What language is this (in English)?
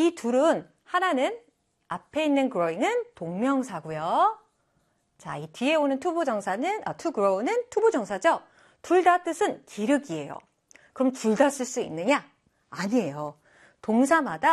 Korean